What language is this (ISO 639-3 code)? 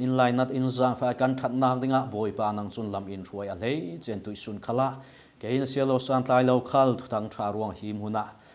cfm